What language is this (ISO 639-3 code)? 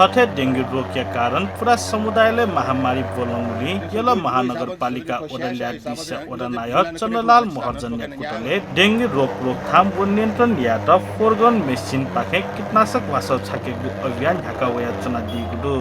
new